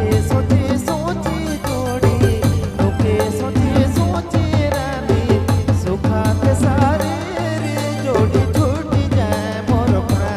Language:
Sadri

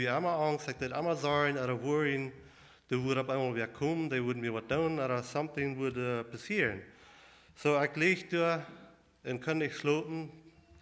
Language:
Plautdietsch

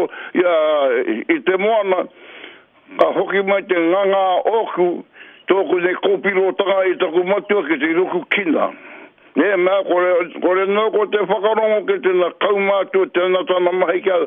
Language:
Māori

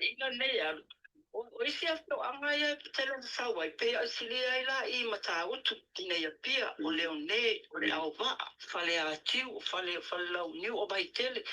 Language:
Samoan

